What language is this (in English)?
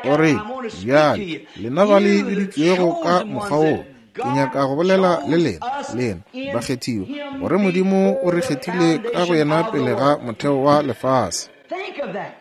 Northern Sotho